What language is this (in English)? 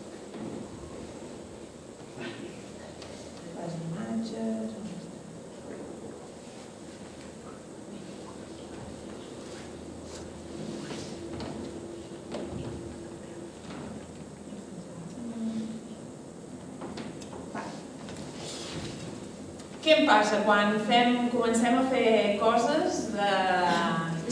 Catalan